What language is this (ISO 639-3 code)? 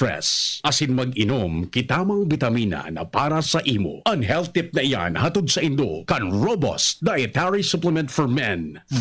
bik